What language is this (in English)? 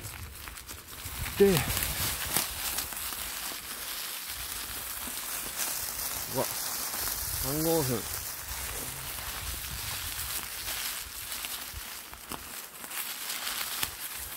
Japanese